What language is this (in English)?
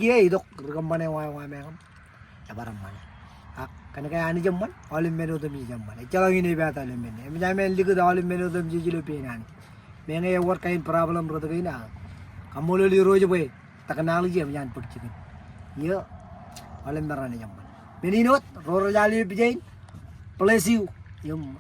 Marshallese